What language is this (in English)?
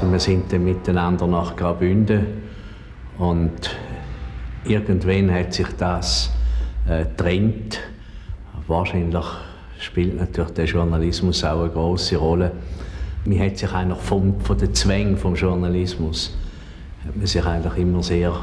Romansh